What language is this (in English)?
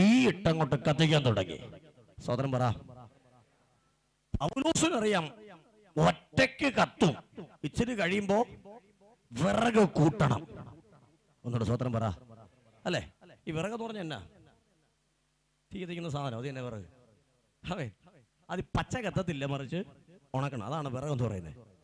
Malayalam